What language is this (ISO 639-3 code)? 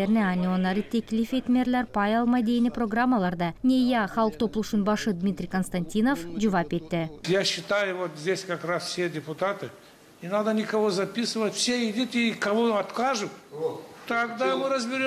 gag